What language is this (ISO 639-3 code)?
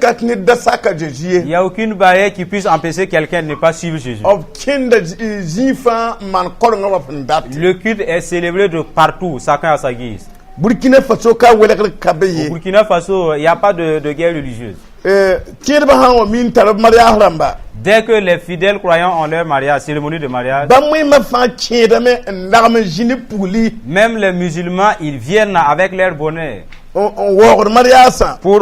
mos